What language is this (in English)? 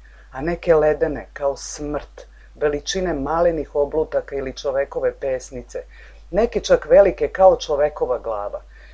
Serbian